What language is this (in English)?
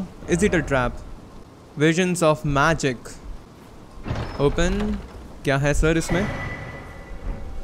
Hindi